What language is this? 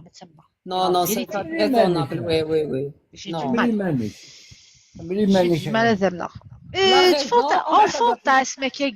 Kabyle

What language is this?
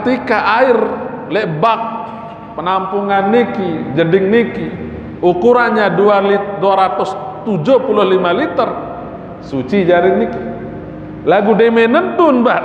Sasak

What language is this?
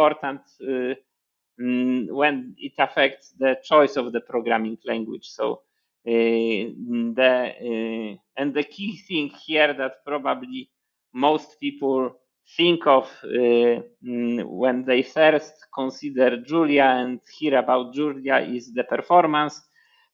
English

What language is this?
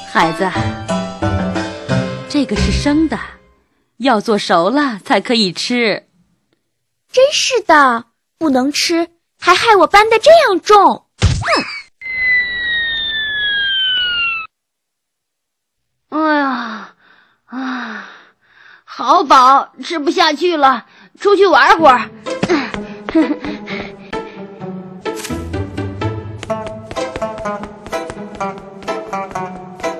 Chinese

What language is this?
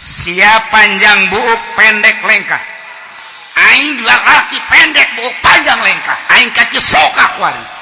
Sundanese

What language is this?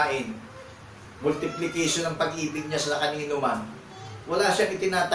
Filipino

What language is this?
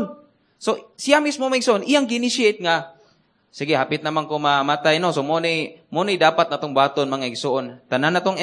Cebuano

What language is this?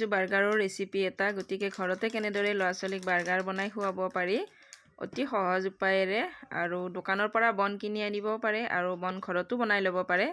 Assamese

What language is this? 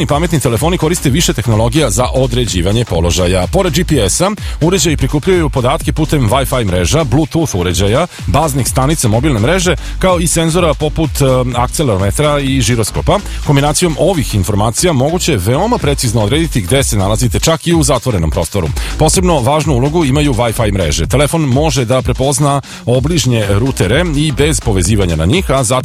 Serbian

